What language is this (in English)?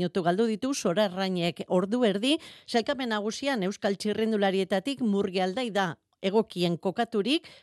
Basque